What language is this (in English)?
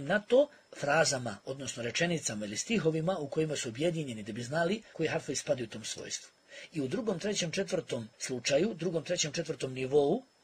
Bosnian